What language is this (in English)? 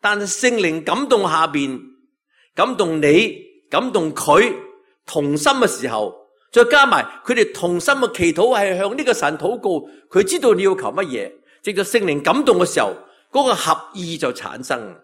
Cantonese